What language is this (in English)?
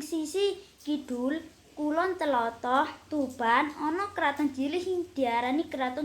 Javanese